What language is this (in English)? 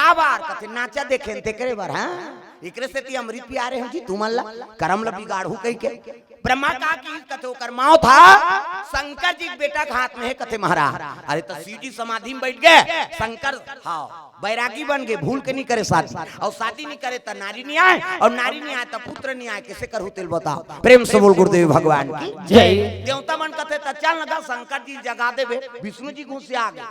Chhattisgarhi